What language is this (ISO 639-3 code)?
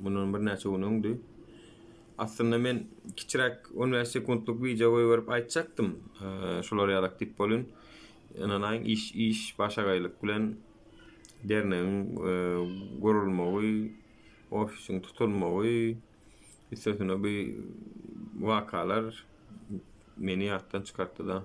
tuk